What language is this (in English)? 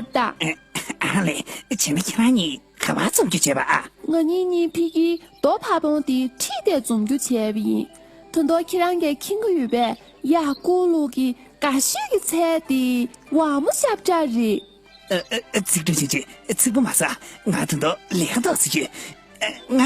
Tibetan